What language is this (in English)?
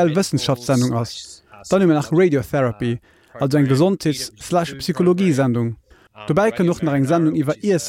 Luxembourgish